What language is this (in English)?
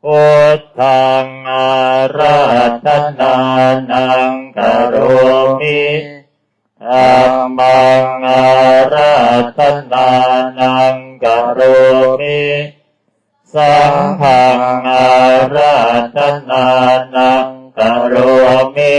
Pali